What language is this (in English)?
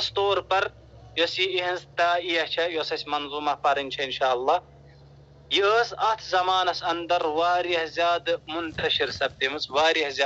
Kashmiri